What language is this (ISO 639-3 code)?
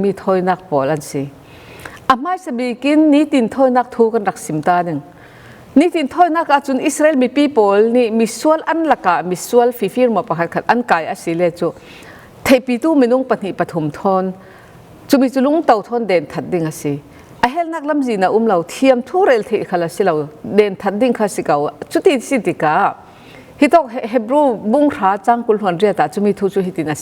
cfm